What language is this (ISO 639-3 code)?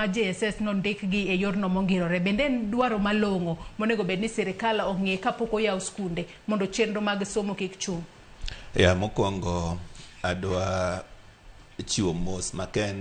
luo